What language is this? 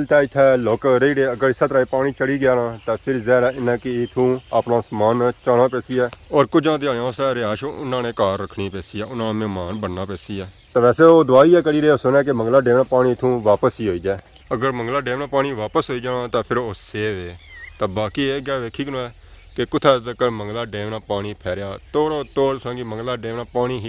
Pahari-Potwari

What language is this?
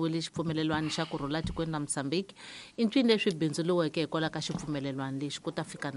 Tsonga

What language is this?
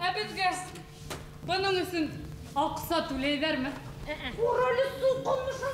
Bashkir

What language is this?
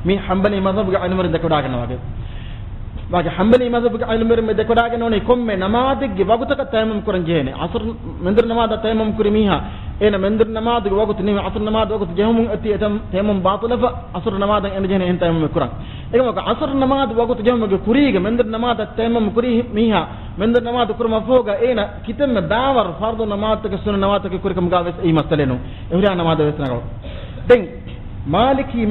Divehi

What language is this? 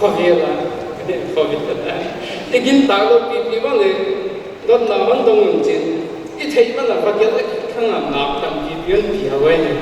Paite Chin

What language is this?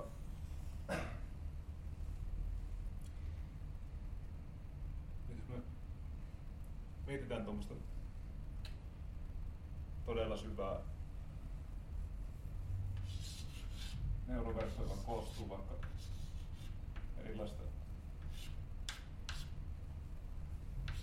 Finnish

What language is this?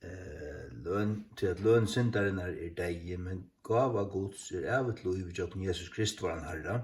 Faroese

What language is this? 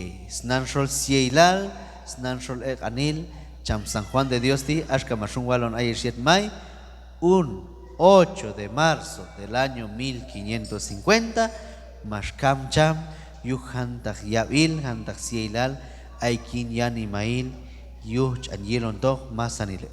Q'anjob'al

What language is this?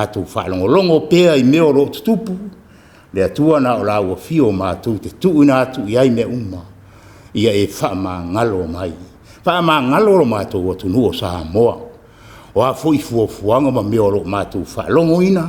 Samoan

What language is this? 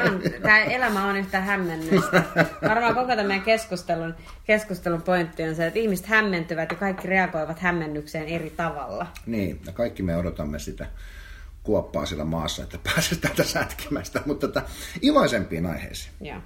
Finnish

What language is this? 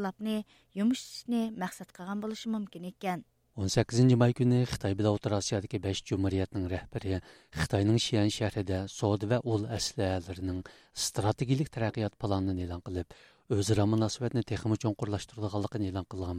Uyghur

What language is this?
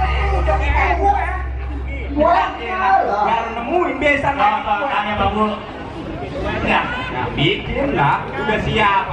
Betawi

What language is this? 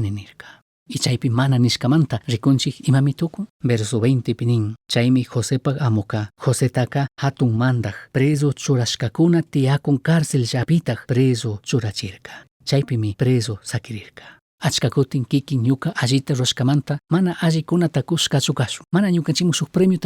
Chimborazo Highland Quichua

